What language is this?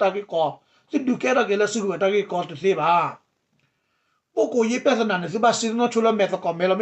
S'gaw Karen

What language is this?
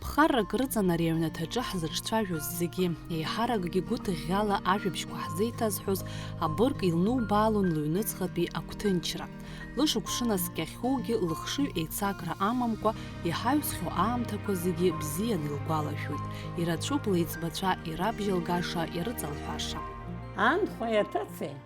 Abkhazian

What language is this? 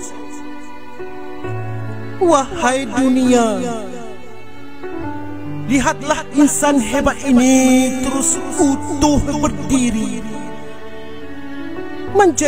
Malay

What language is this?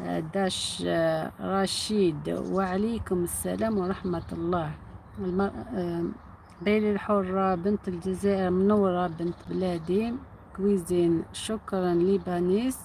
Algerian Arabic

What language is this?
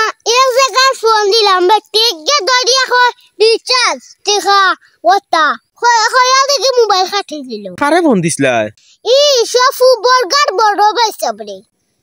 Sylheti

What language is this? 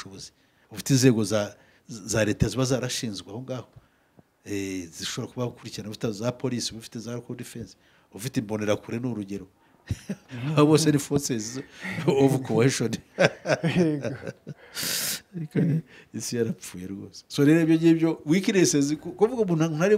Kinyarwanda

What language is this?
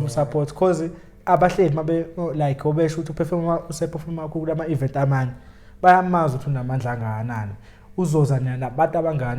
Zulu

